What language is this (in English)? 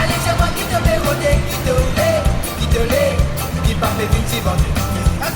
Réunion Creole French